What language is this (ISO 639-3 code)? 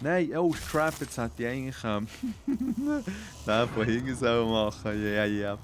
gsw